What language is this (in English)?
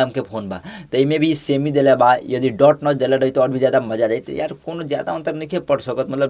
Bhojpuri